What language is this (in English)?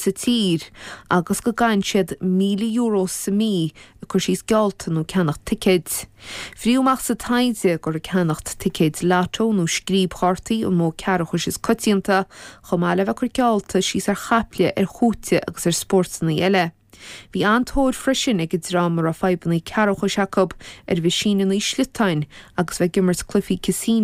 Irish